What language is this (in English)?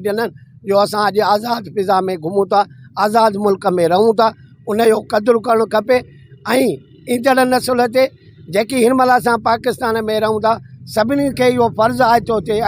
Sindhi